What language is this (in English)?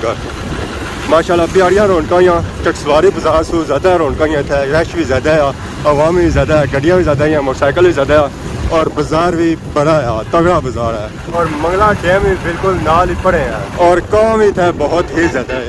Pahari-Potwari